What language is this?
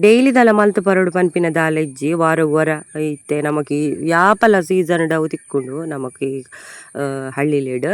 Tulu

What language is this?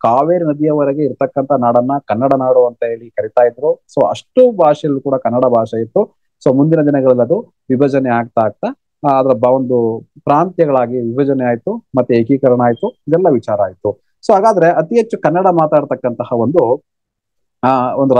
Kannada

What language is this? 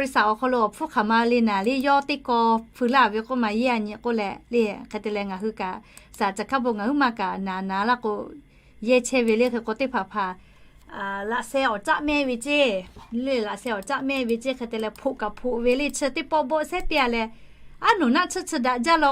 Lahu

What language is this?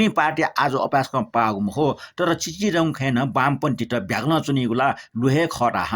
Newari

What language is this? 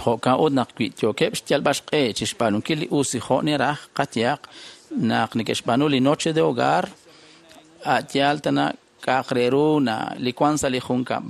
Kekchí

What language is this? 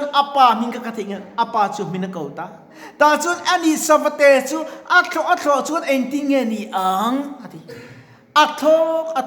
Mizo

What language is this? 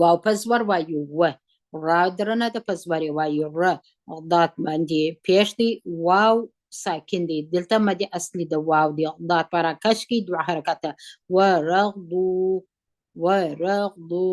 Pashto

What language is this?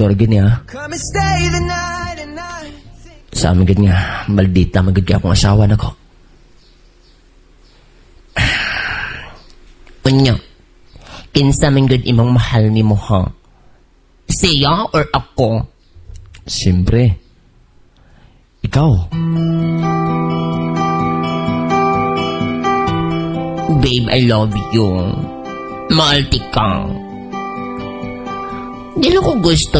Cebuano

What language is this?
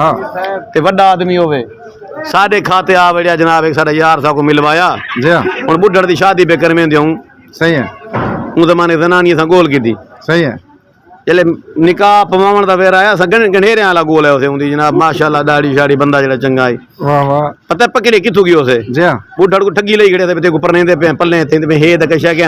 Saraiki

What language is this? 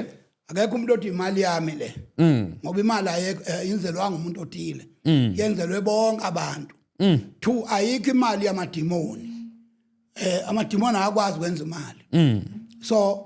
Zulu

